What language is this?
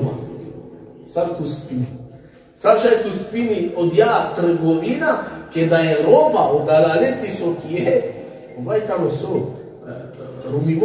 Balkan Romani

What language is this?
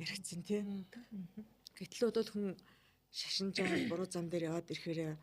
Mongolian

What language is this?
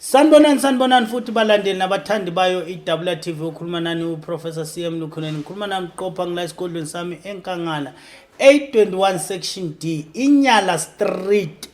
Zulu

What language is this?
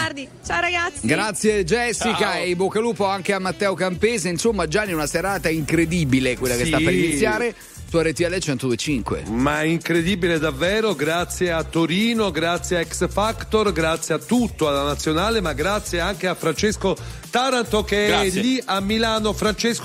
Italian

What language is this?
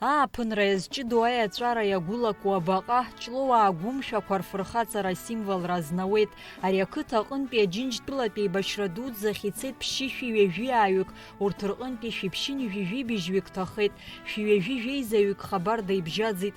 Abkhazian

